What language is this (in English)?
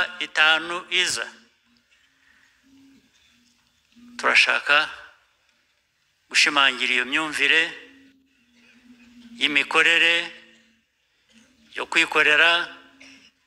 Kinyarwanda